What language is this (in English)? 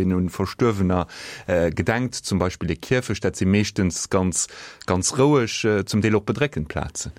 Luxembourgish